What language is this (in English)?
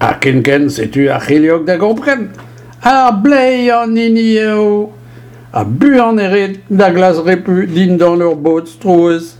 Breton